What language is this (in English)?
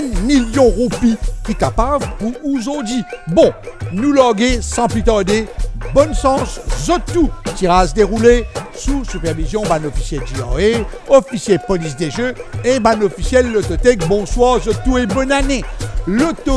Morisyen